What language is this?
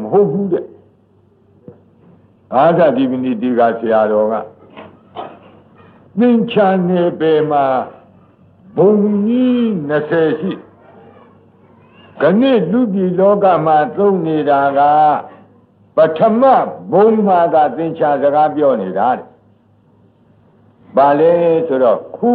Burmese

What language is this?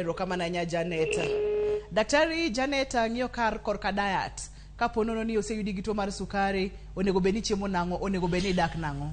Luo (Kenya and Tanzania)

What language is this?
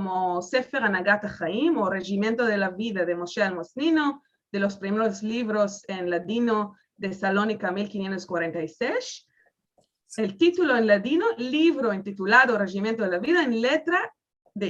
Ladino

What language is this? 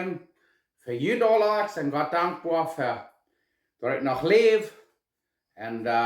Plautdietsch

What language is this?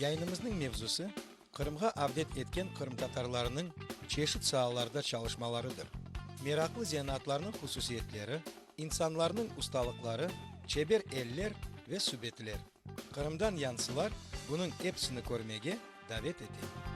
Crimean Tatar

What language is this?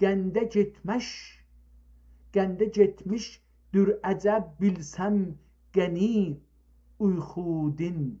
South Azerbaijani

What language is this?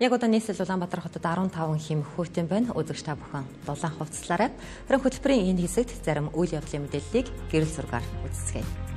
Mongolian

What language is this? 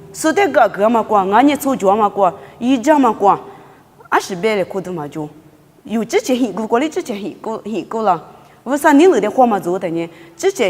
Lisu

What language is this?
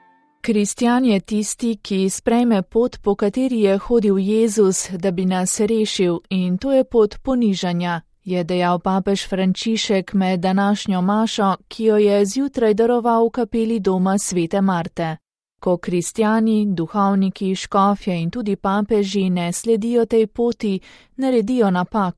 Slovenian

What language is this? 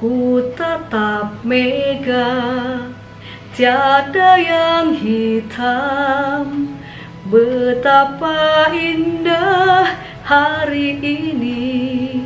Nias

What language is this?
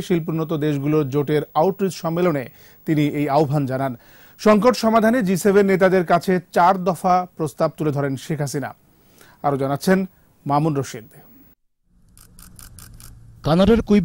Bangla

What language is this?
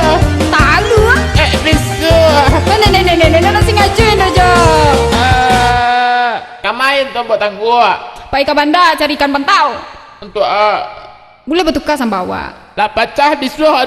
Minangkabau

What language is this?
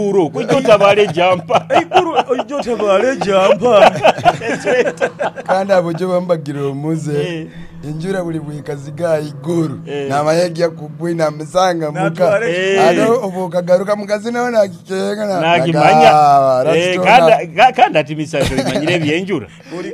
Nyoro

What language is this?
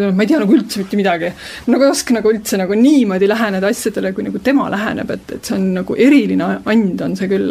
Estonian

